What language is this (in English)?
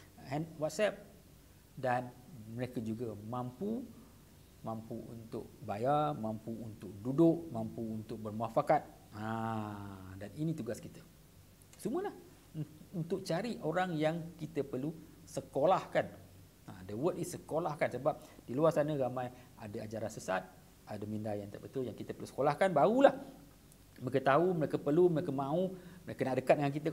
Malay